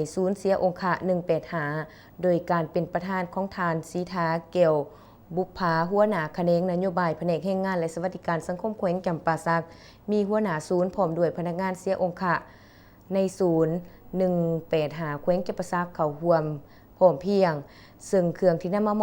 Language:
Lao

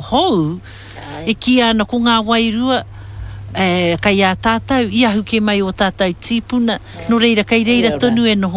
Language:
Māori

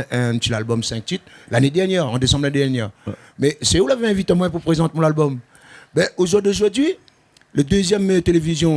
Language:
Réunion Creole French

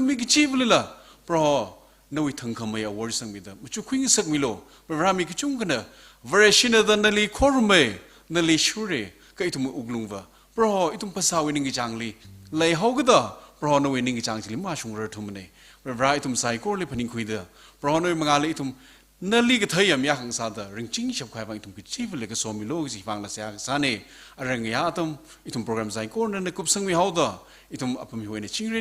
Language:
Tangkhul Naga (India)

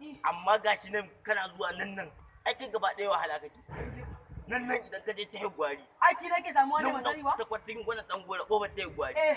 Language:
Hausa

